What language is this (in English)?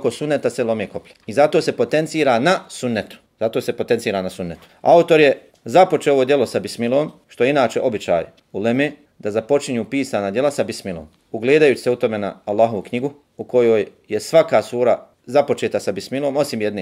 Bosnian